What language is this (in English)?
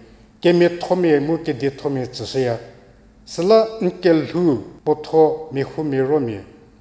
Angami Naga